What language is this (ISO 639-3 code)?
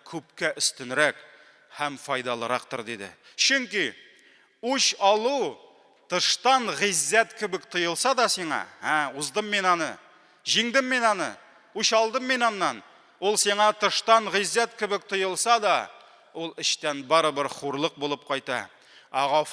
tat